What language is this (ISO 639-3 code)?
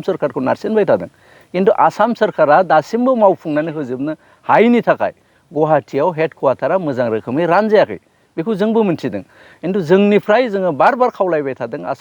brx